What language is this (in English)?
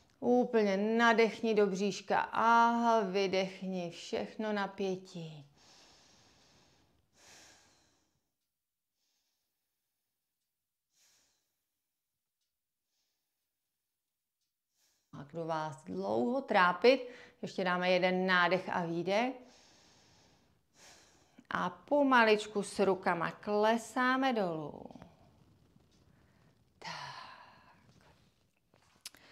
Czech